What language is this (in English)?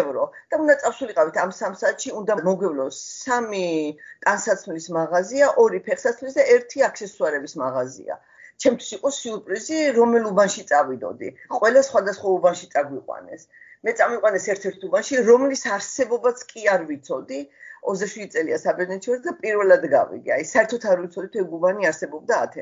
Georgian